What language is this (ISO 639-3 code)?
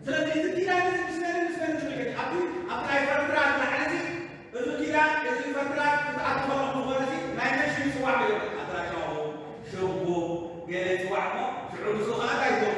tir